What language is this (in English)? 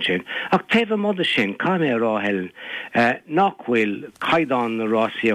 Irish